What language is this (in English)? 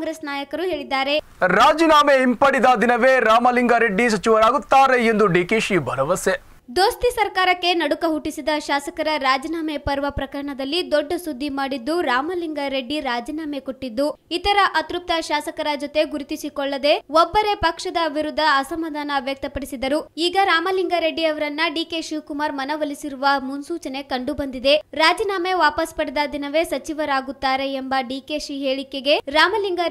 Kannada